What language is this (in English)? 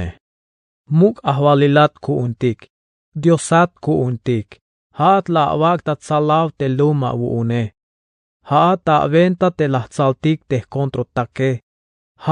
Tzeltal